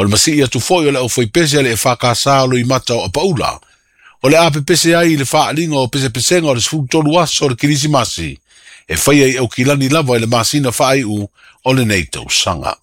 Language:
Samoan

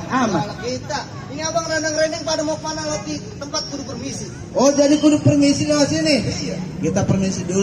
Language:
Betawi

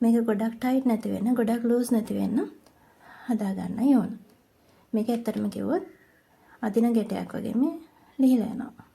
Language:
Sinhala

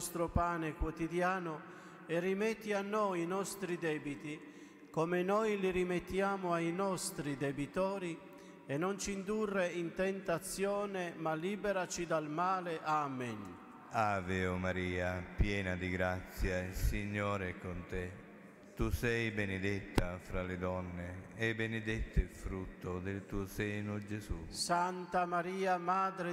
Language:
Italian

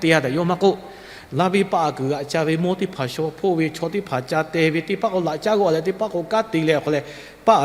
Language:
Lahu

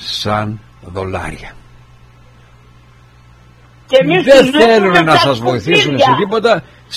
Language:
Greek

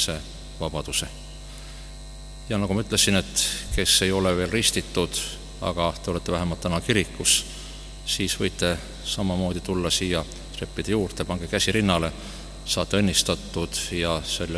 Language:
Estonian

